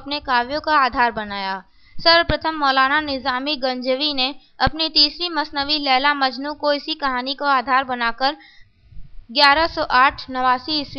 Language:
Hindi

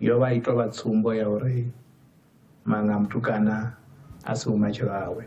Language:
Venda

